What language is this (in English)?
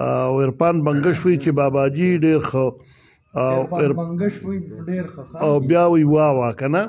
Pashto